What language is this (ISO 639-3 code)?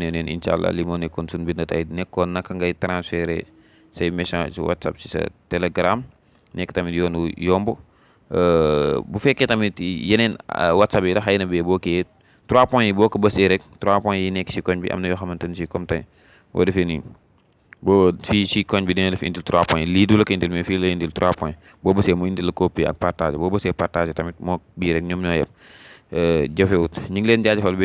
wol